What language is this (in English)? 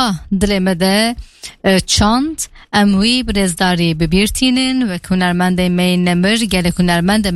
Kurdish